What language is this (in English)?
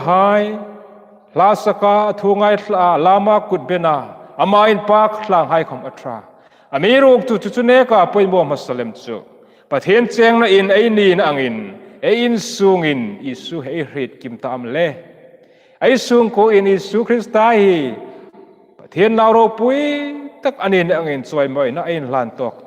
Hmar